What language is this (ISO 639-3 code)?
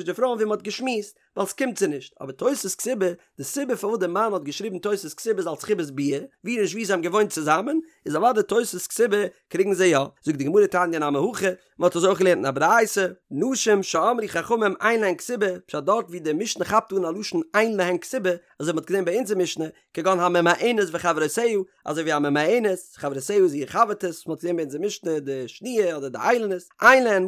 yid